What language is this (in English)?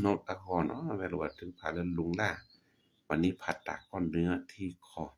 S'gaw Karen